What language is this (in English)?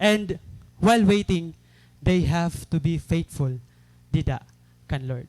Waray